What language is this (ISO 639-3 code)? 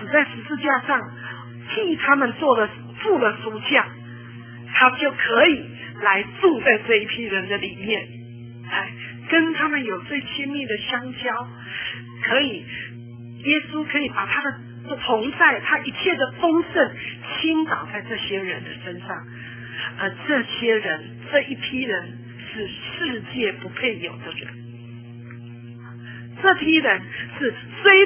zho